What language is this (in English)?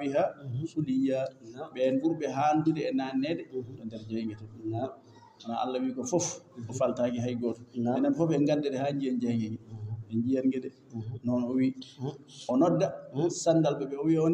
Fula